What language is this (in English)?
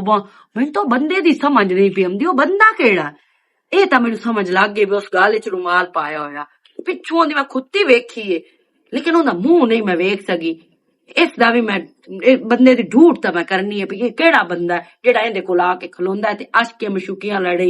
Western Panjabi